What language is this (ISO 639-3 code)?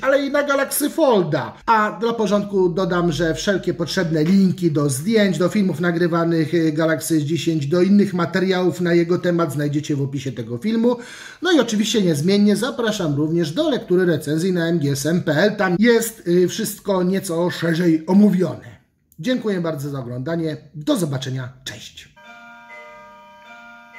pol